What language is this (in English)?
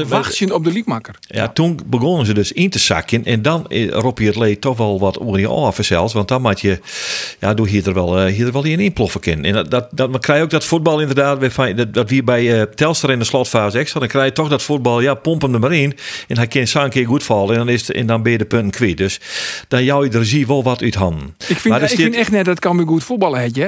Western Frisian